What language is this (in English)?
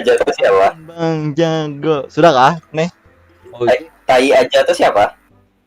Banjar